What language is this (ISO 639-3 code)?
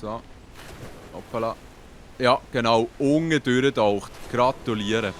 gsw